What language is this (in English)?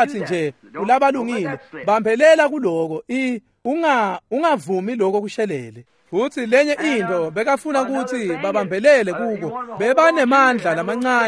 Swati